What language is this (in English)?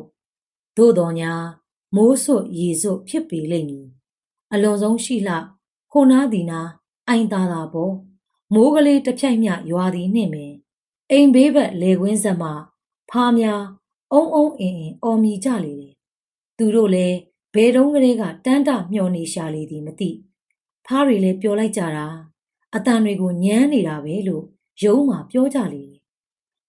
Burmese